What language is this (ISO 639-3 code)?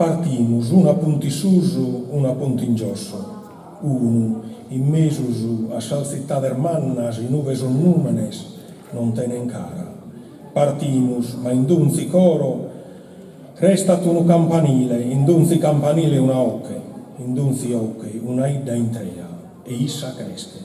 srd